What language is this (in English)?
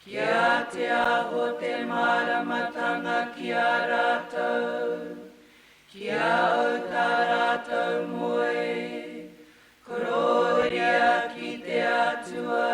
Māori